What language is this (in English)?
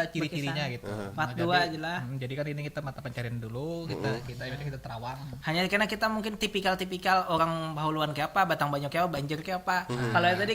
Banjar